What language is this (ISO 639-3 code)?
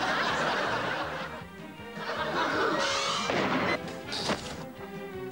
swe